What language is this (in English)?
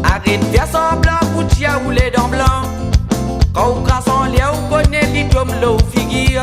Réunion Creole French